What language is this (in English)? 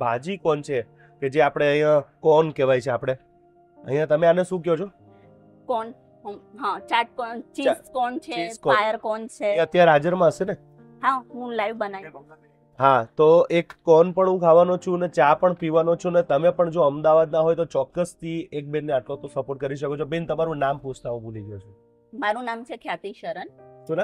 Gujarati